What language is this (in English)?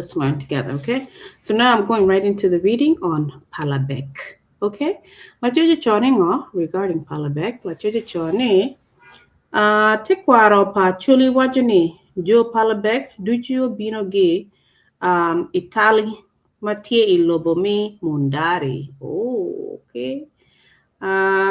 Acoli